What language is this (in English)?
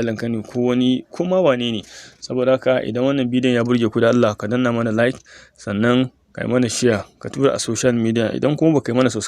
Hausa